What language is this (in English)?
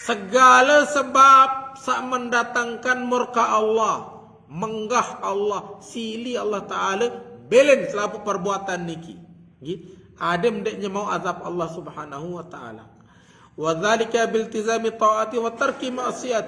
Sasak